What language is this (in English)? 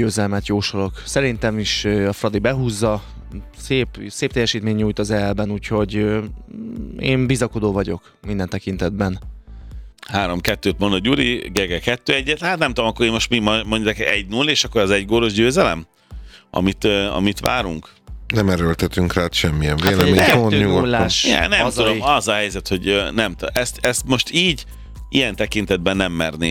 Hungarian